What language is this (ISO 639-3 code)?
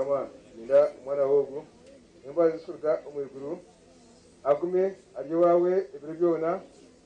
nyn